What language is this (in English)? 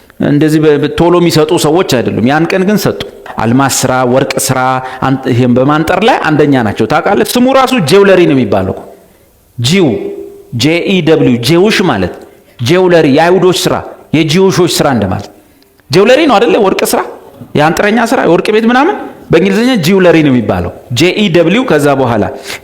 Amharic